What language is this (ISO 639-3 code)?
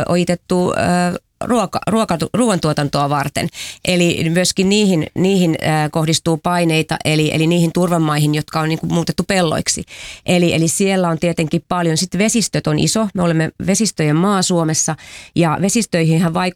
fin